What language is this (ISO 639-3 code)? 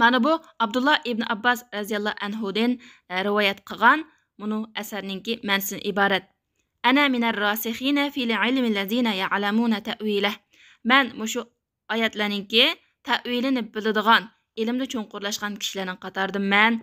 uig